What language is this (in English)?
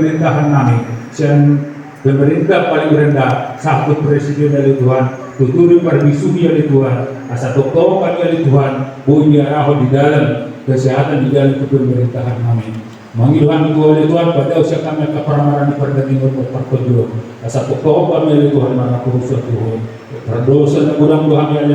Batak Toba